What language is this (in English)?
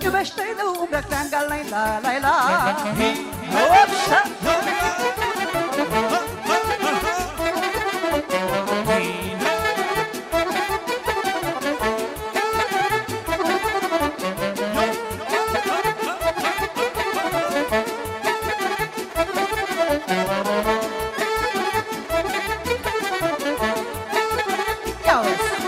Romanian